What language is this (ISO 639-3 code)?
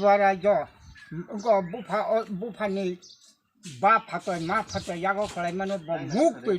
trp